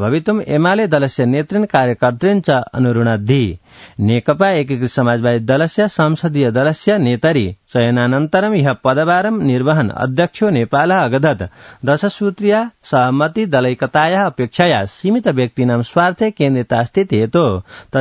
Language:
Sanskrit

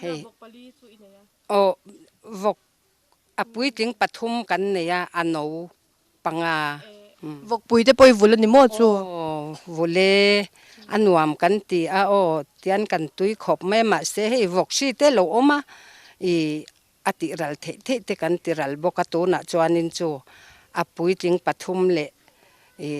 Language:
Mizo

